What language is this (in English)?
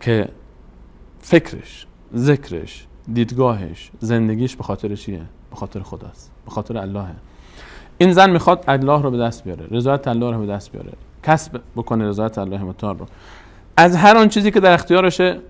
Persian